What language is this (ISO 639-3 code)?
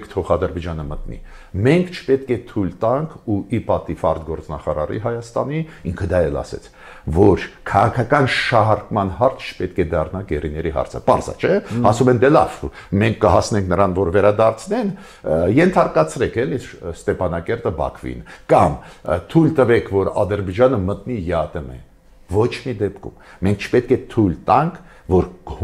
hye